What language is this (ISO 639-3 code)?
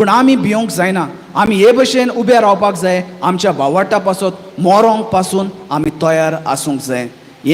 kok